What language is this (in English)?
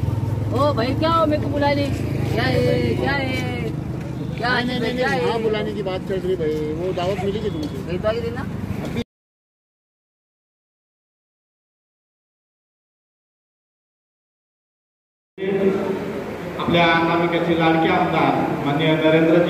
Marathi